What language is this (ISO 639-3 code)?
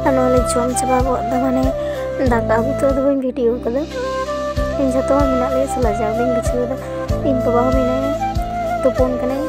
sat